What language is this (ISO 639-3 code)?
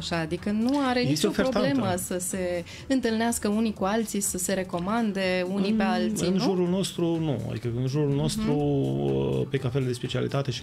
ron